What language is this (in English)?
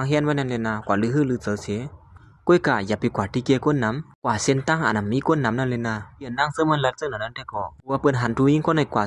Shan